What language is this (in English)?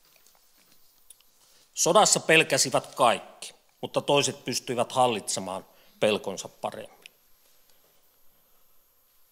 Finnish